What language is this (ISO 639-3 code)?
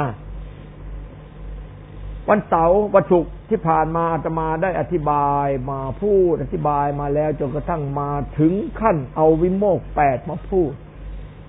tha